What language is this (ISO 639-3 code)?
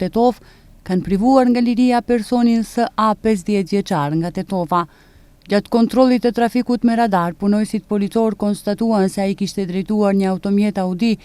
sqi